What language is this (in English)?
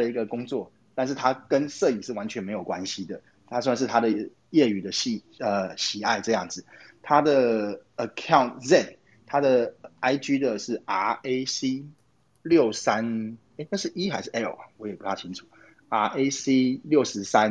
Chinese